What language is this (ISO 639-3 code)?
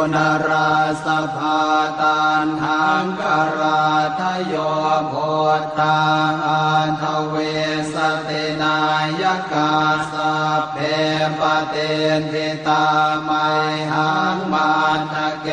pli